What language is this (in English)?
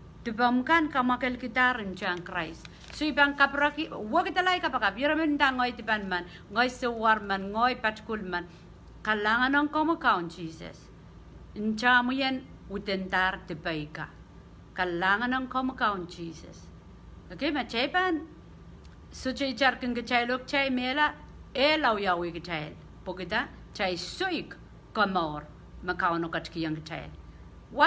Pohnpeian